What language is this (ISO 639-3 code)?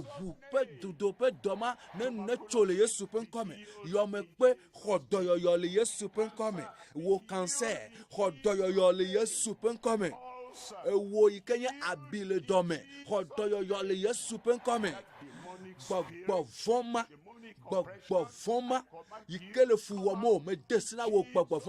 ewe